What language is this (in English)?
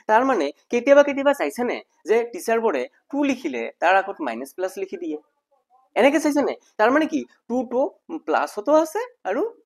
Assamese